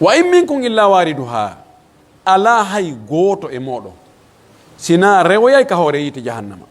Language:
Pular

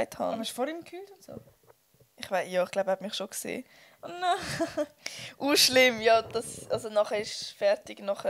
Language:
Swiss German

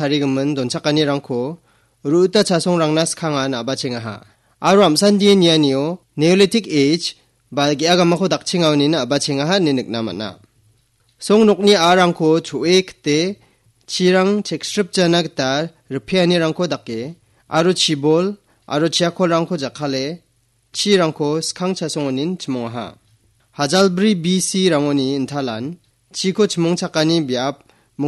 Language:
Garo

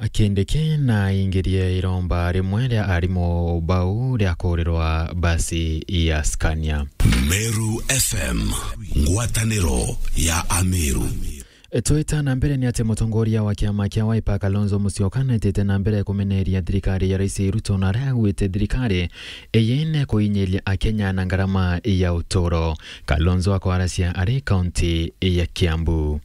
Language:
Meru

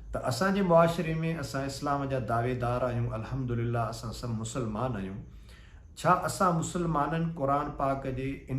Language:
Sindhi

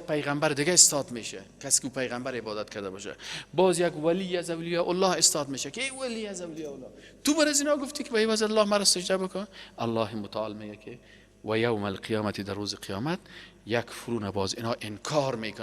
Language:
Persian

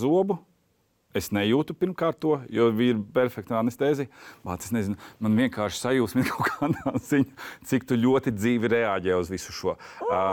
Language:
Latvian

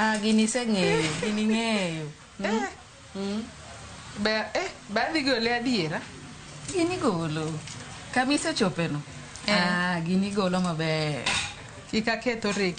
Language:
Luo (Kenya and Tanzania)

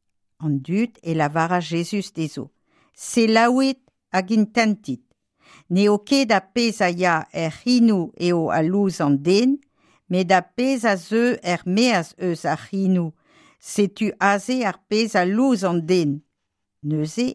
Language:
Breton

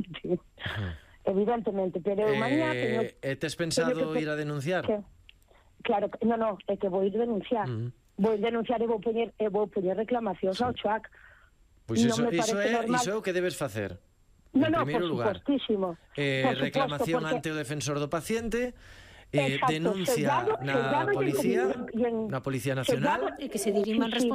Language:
Galician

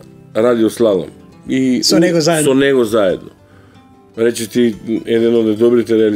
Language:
Macedonian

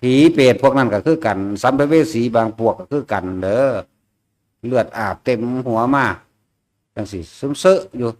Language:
Northeastern Thai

